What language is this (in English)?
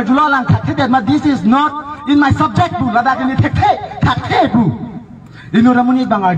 Karbi